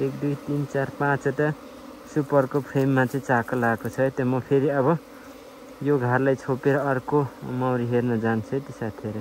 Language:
Nepali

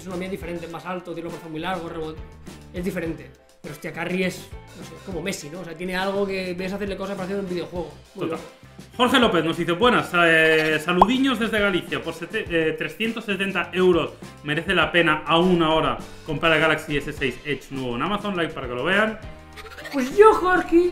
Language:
Spanish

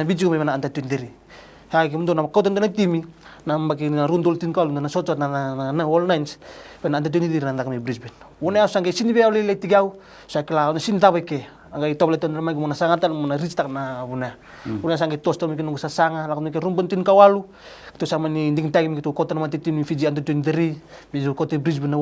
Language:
Fijian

